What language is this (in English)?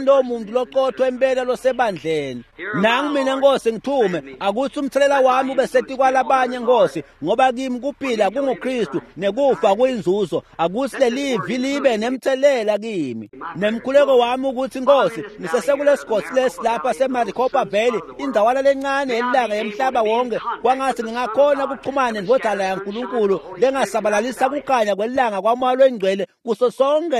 Swati